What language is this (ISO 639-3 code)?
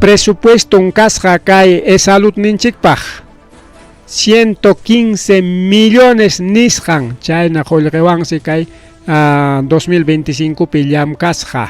quy